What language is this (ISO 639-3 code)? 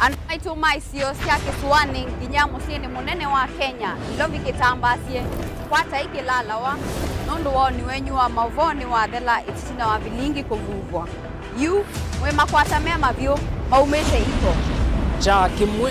kam